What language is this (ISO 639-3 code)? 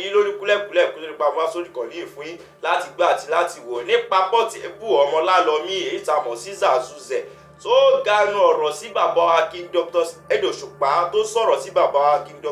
yor